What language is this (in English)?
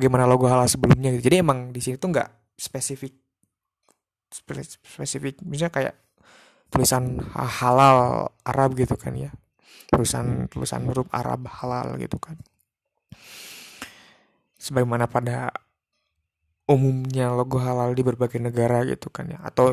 Indonesian